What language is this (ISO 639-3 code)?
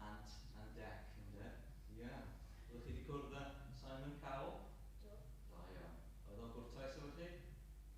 cym